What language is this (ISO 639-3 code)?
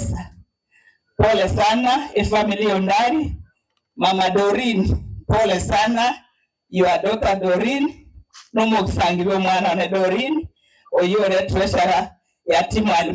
guz